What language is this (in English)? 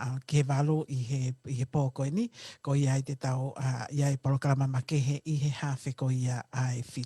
Tongan